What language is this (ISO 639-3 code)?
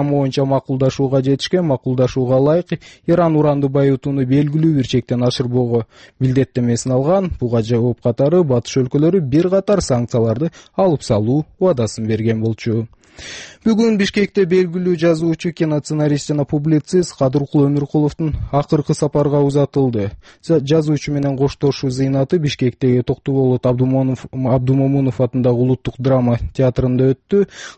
kir